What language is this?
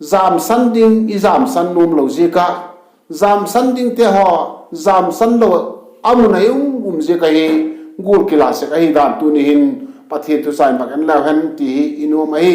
Vaiphei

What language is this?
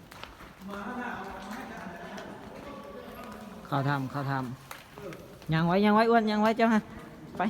Lao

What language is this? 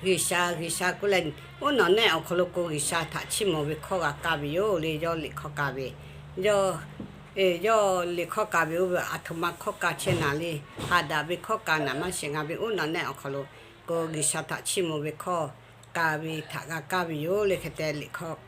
Lahu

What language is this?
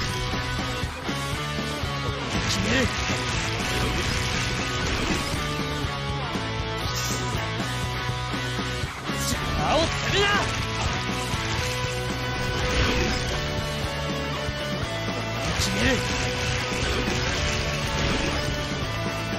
Japanese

